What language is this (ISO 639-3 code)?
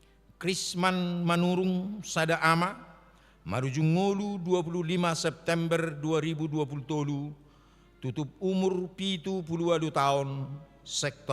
bbc